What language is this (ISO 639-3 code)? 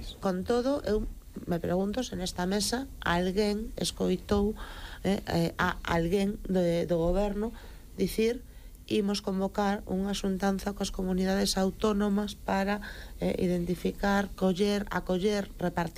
glg